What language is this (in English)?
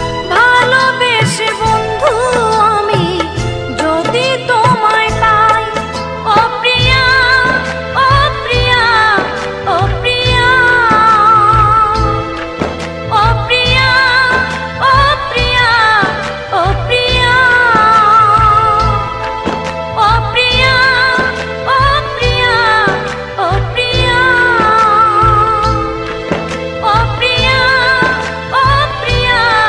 Bangla